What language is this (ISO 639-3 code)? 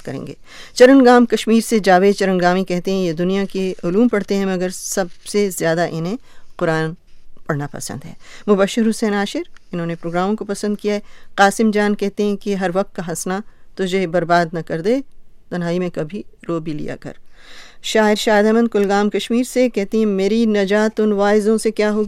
urd